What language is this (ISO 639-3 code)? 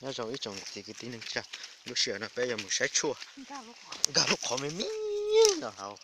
hmn